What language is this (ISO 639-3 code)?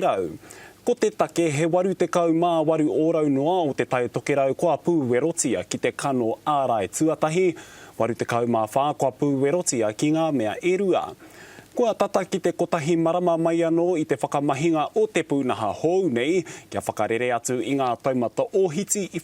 mri